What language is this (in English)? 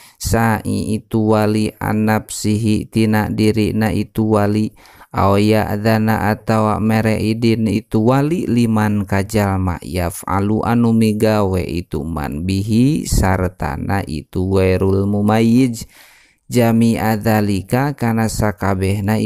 Sundanese